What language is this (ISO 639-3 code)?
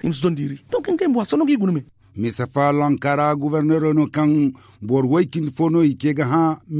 dje